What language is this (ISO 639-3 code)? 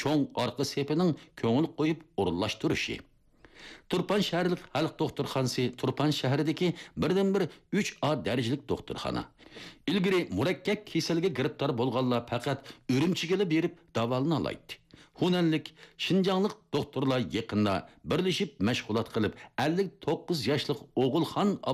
uig